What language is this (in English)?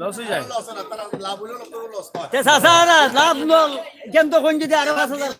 Sylheti